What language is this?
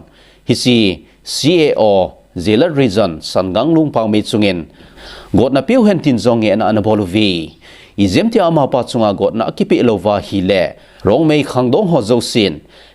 Thado Chin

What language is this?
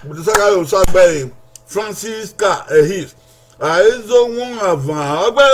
Bini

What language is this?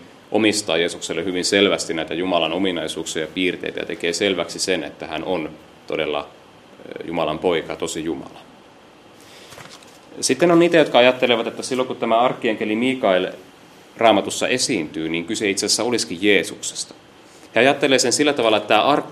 Finnish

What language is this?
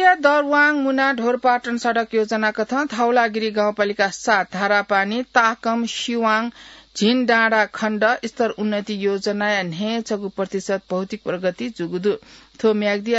Newari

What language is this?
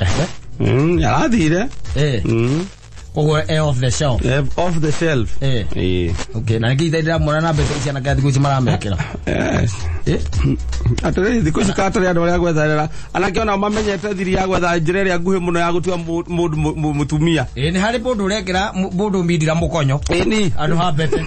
Kikuyu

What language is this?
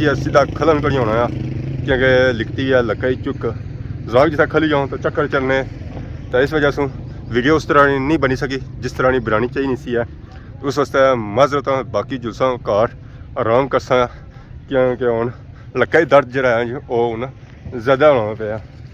Pahari-Potwari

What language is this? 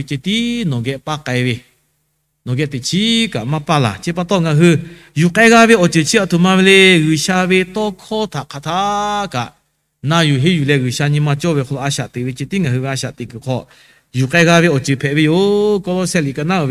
Lahu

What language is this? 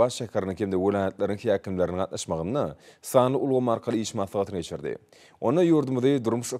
Turkmen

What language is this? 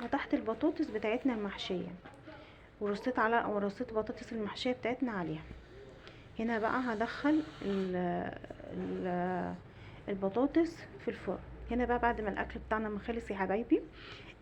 Egyptian Arabic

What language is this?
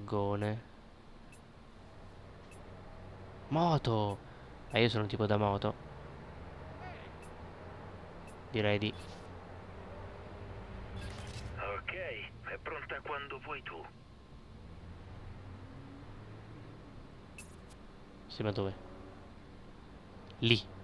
Italian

